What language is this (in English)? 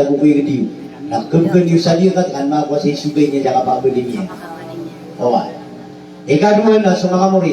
Maranao